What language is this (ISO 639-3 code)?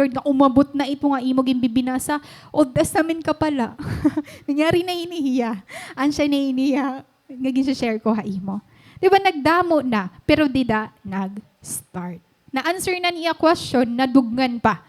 war